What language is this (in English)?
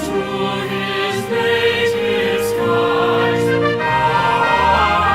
Biatah Bidayuh